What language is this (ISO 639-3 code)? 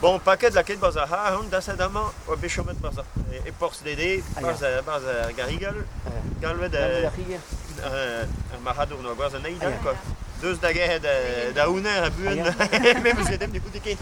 bre